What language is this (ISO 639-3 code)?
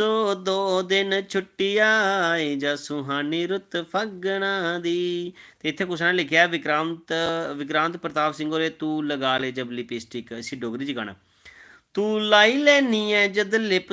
doi